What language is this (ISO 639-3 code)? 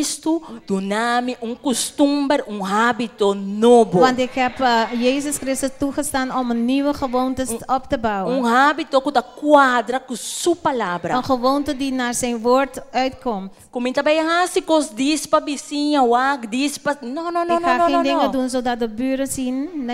pap